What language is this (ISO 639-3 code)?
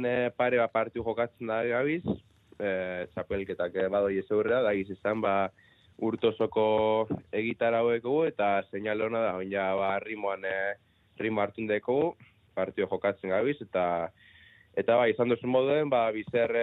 eus